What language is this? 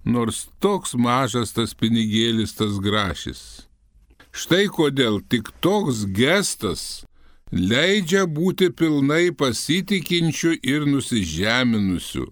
Lithuanian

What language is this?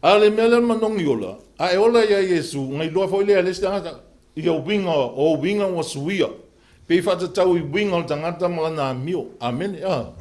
Samoan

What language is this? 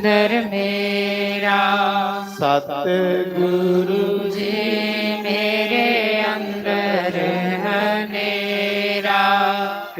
Dogri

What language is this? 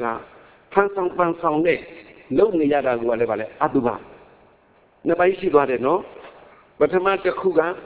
Burmese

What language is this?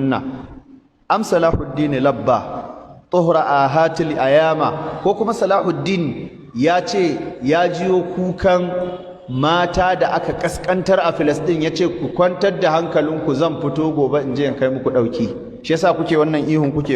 Hausa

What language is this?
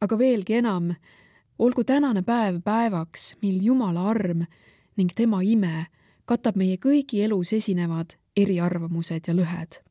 Estonian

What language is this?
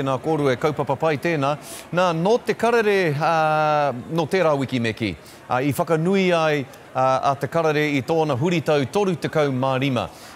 Māori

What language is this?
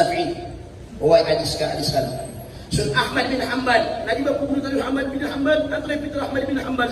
Maranao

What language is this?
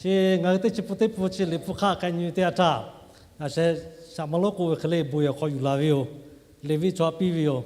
Lahu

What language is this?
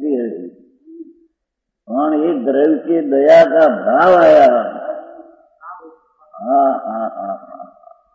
Hindi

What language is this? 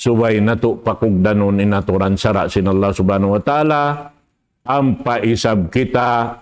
Tausug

